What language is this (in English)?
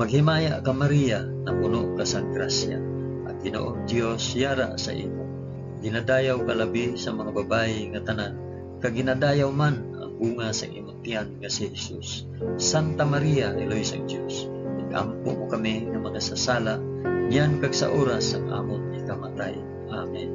Hiligaynon